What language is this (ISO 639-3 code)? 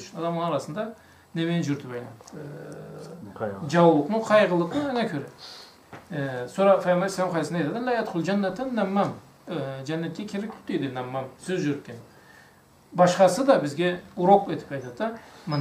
krc